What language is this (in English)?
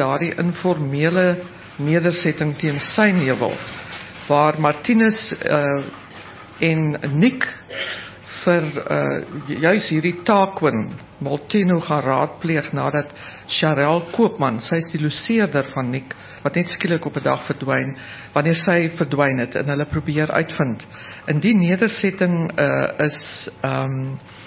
Afrikaans